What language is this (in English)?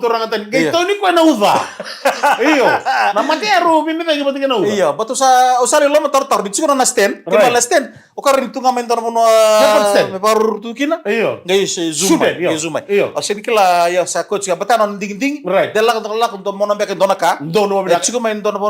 Fijian